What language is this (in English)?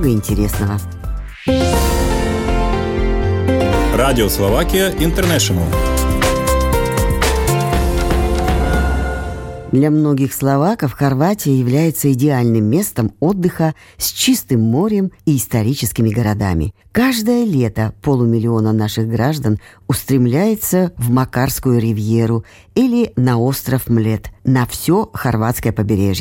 Russian